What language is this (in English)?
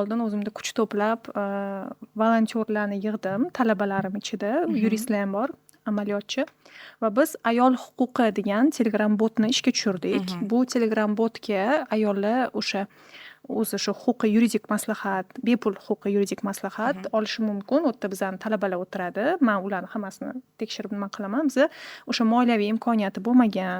Uzbek